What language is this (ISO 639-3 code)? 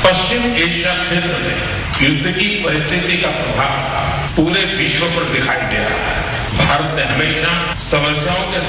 hin